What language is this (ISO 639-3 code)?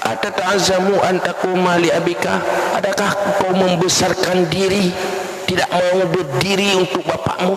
ace